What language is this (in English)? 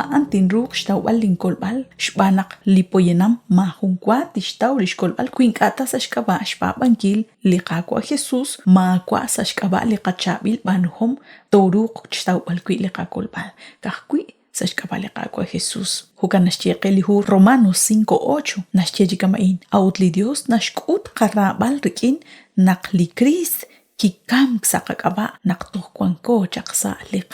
Kekchí